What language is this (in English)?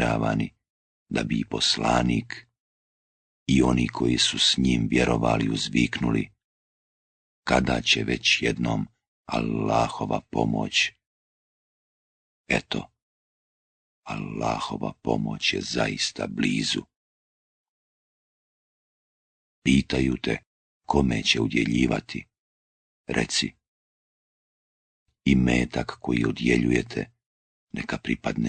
Bosnian